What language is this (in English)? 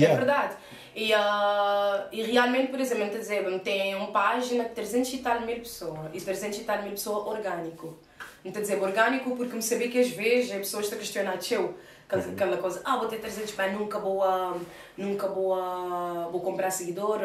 Kabuverdianu